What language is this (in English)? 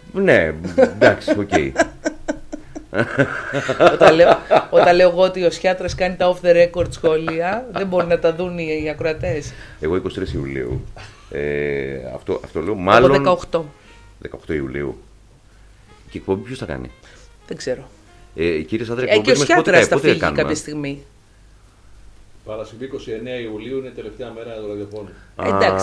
Greek